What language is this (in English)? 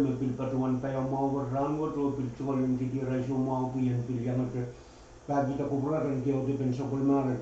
Pohnpeian